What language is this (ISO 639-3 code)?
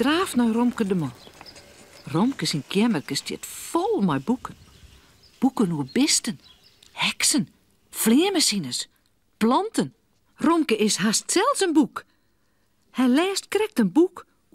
fry